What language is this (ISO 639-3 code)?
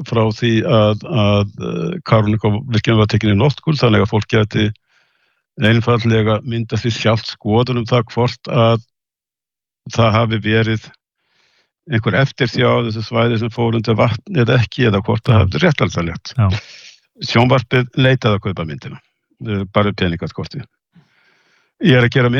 isl